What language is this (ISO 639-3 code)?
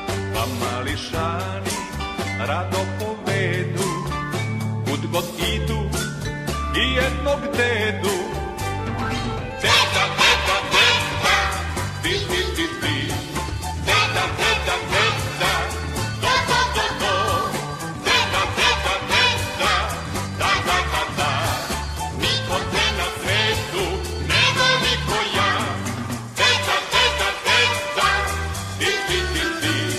srp